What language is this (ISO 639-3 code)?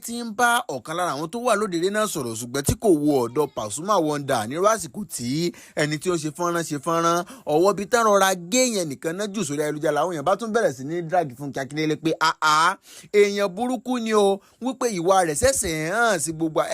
yor